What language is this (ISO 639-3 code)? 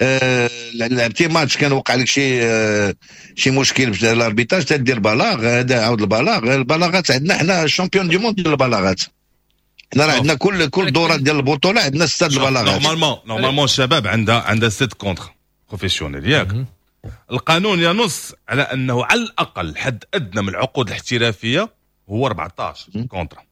ary